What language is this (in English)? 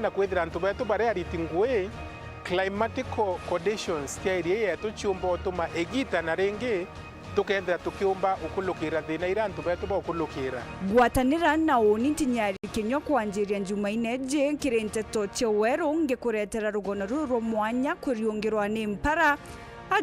Meru